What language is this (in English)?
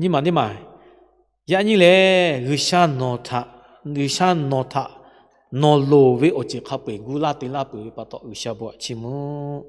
Lahu